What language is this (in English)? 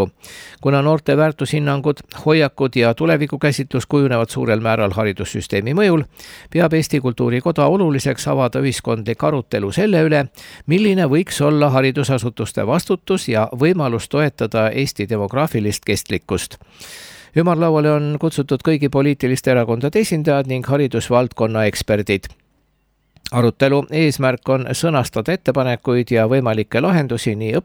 Estonian